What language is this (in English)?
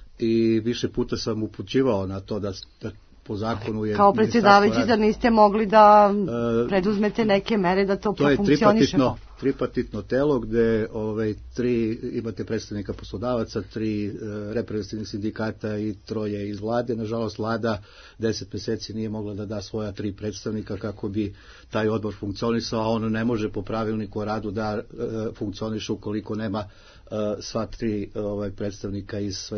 Serbian